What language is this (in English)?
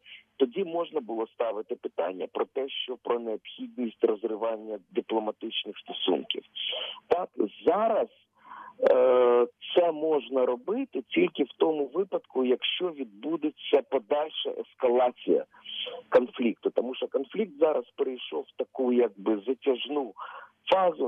Ukrainian